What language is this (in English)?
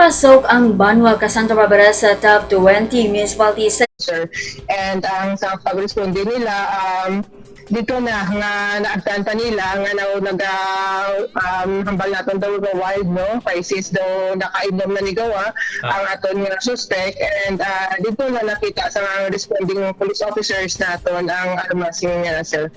Hiligaynon